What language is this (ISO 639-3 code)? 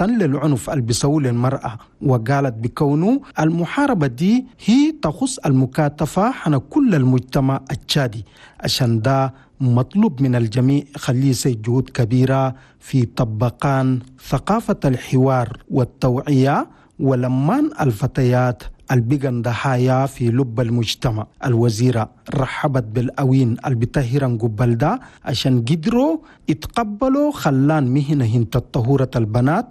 shu